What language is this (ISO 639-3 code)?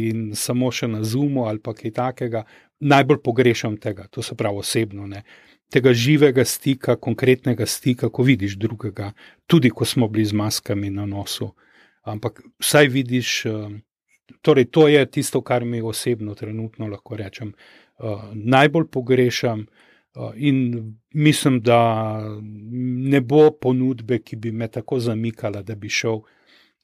slv